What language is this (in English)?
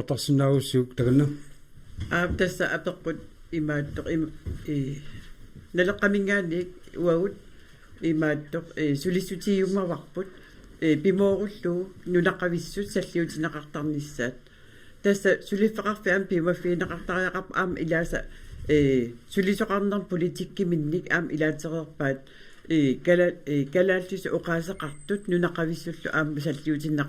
Kalaallisut